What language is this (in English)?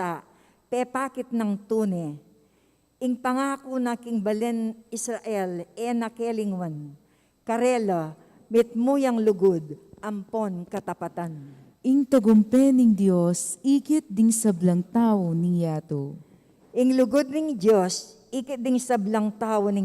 Pampanga